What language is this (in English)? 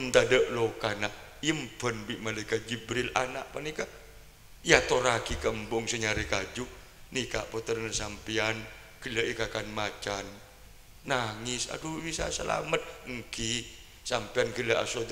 Madurese